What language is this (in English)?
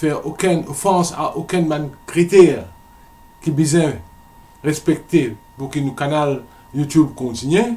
Morisyen